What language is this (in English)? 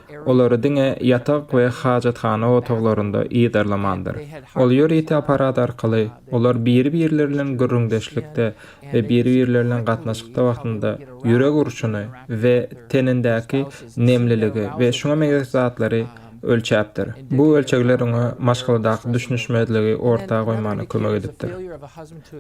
Turkmen